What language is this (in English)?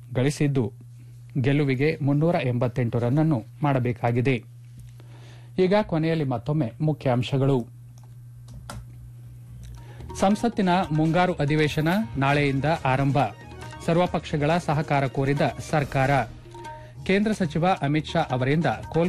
Kannada